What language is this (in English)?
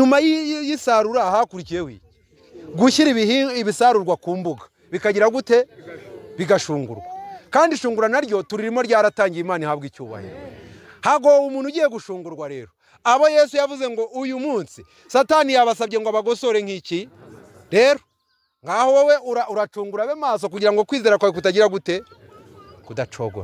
Kinyarwanda